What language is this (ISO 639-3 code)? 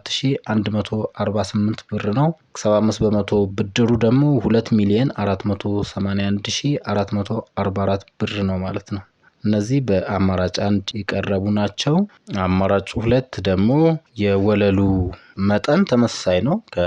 amh